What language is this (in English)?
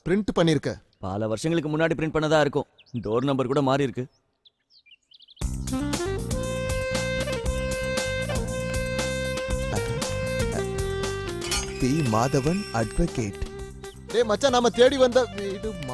Tamil